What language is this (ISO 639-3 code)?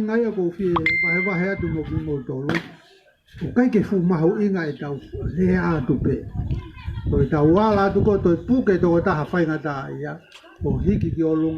ton